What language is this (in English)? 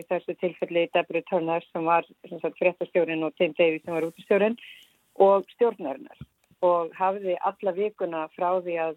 Icelandic